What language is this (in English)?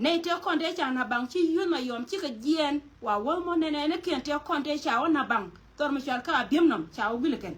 Nuer